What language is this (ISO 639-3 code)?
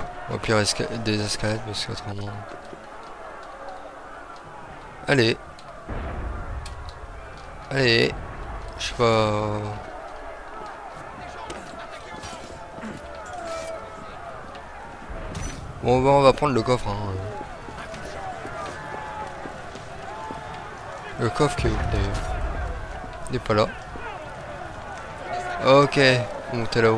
fra